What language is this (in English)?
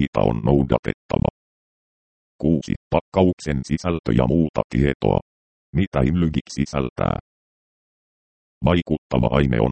Finnish